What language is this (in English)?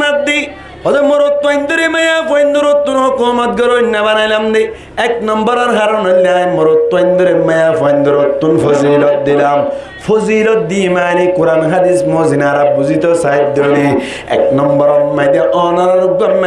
Rohingya